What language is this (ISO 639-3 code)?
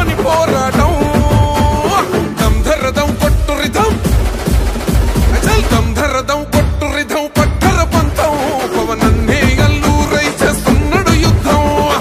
tel